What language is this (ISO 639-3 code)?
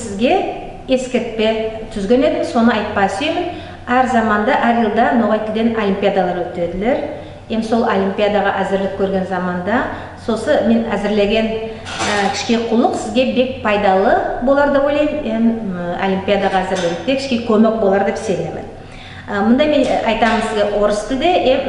nog